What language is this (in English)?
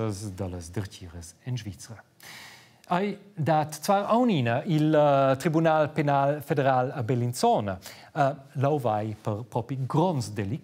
Romansh